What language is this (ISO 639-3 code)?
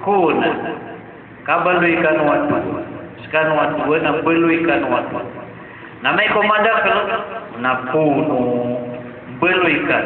mrw